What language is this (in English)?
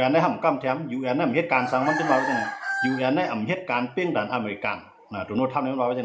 Shan